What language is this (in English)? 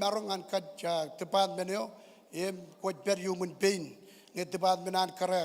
Marshallese